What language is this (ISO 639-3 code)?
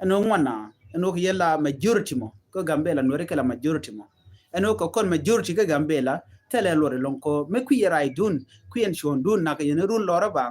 nus